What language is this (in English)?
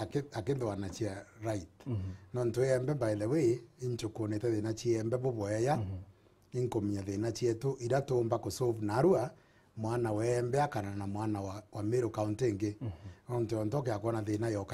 Meru